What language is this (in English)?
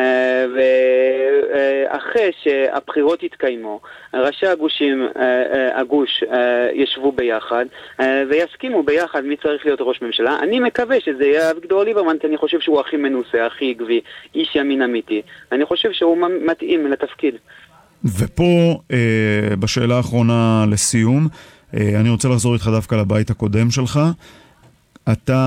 Hebrew